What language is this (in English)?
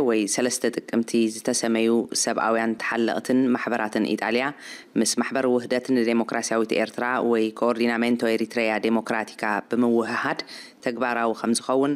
Tigrinya